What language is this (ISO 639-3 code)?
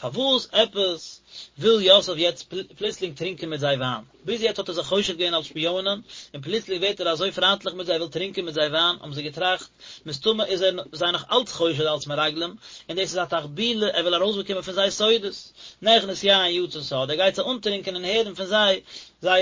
yid